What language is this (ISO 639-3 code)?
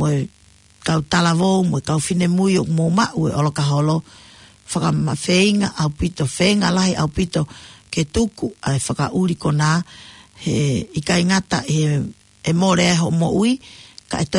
ton